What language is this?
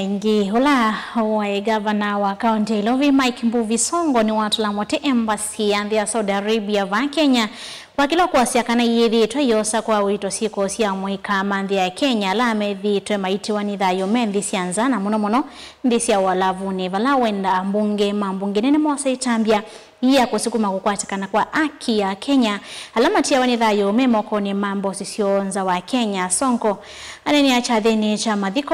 Kamba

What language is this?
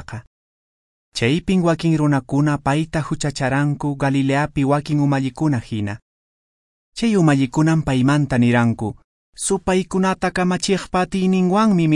Quechua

